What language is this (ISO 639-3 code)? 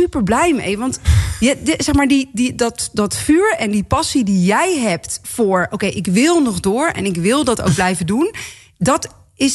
nld